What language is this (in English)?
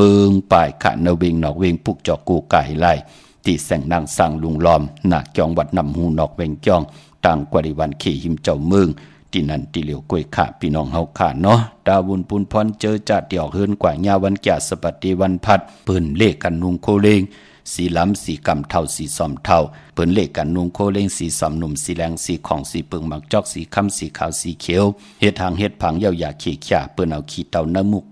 Shan